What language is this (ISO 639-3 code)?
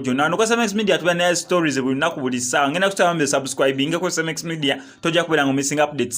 lug